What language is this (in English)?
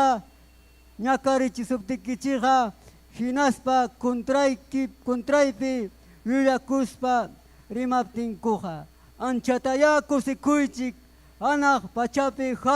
Ayacucho Quechua